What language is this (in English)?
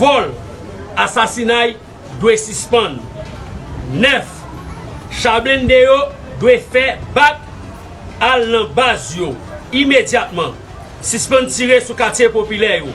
Haitian Creole